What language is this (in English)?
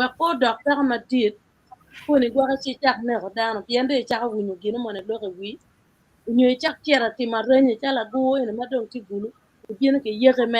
Acoli